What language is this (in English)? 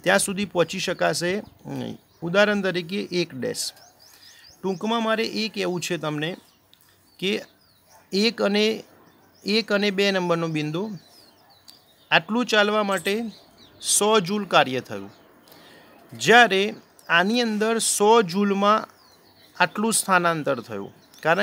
Gujarati